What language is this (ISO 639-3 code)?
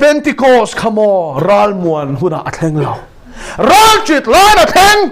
lus